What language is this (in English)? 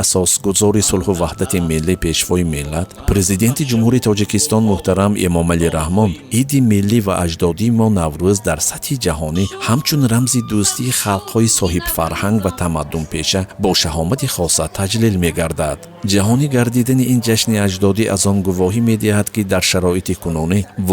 Tajik